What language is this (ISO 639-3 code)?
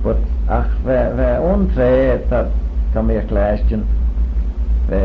glv